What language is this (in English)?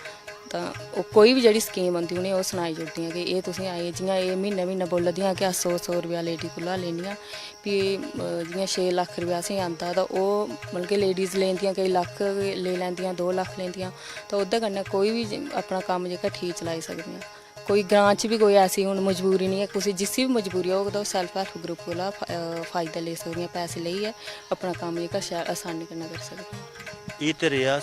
Dogri